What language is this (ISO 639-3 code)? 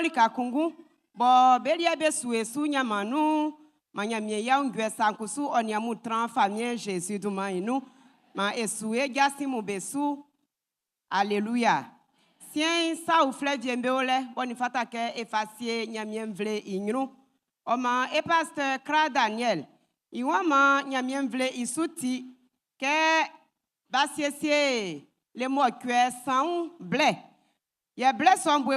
bci